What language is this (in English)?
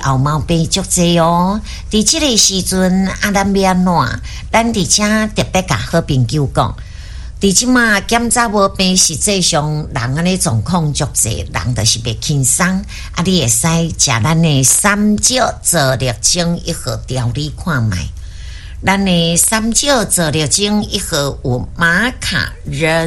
Min Nan Chinese